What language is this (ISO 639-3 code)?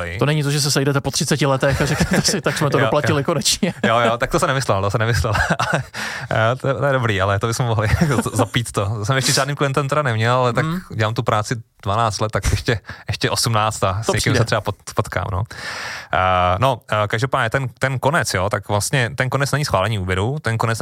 ces